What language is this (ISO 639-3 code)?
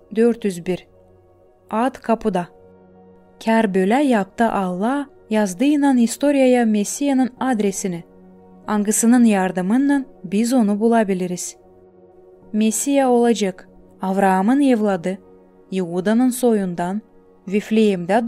gag